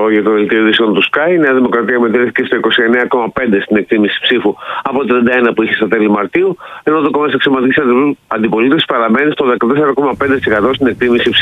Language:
Greek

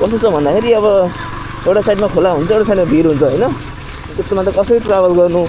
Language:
Nepali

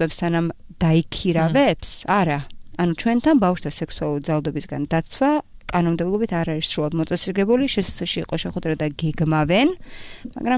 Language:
Georgian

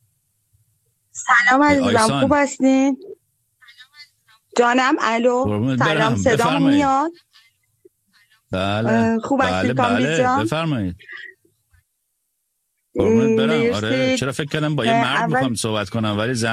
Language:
Persian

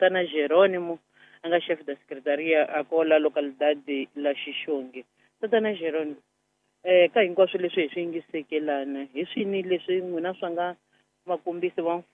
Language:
Tsonga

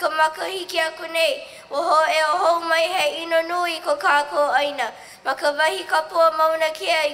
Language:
Hawaiian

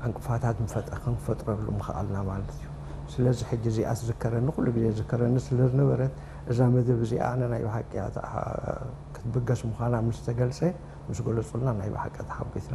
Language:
Tigrinya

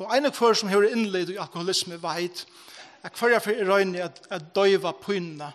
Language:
Faroese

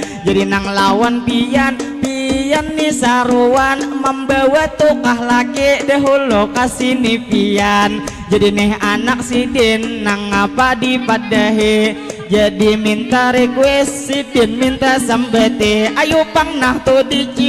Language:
Banjar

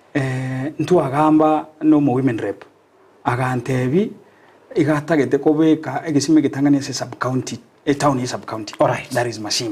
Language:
Gusii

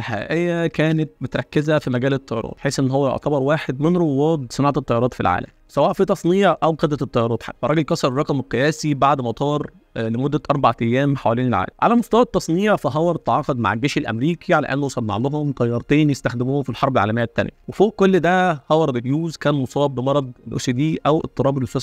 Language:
Egyptian Arabic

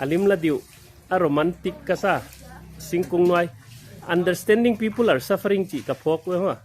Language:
Paite Chin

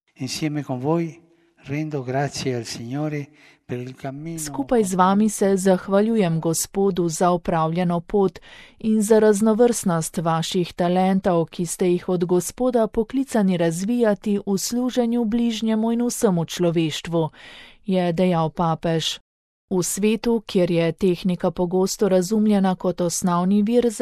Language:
Slovenian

